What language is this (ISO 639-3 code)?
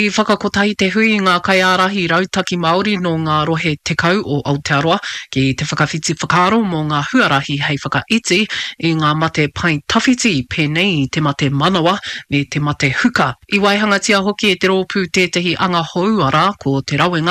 mri